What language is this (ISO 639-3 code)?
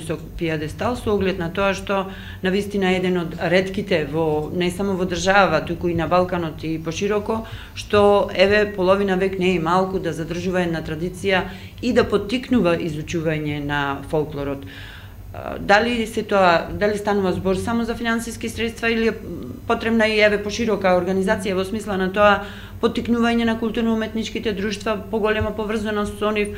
mkd